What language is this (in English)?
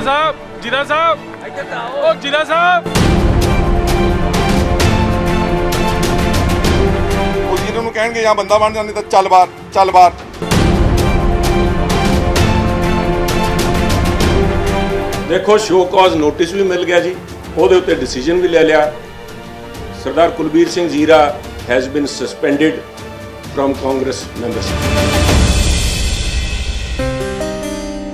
Punjabi